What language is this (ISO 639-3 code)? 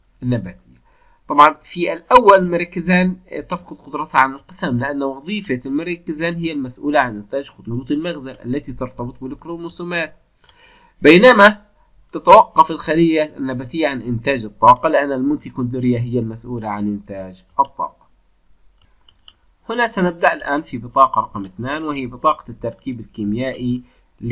ara